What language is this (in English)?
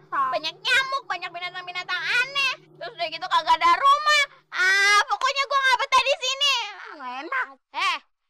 Betawi